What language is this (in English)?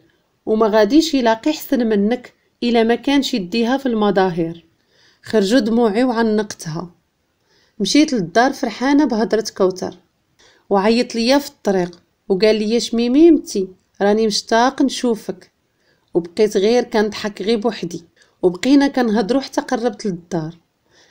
Moroccan Arabic